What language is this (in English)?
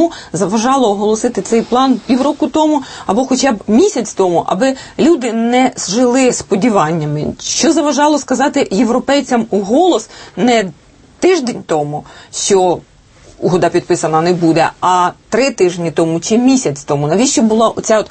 Ukrainian